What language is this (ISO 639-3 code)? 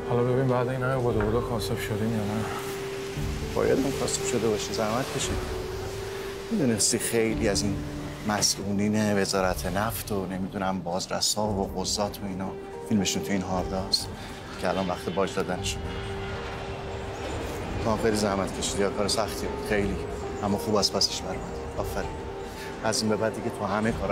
fas